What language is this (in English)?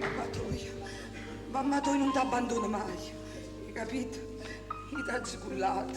Neapolitan